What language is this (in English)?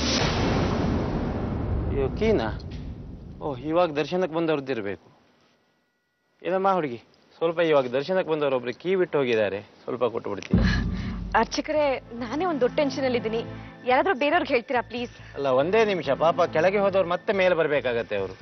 Kannada